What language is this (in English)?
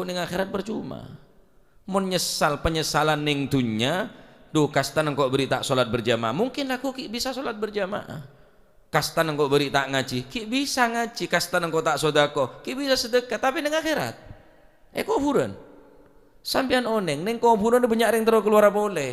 Madurese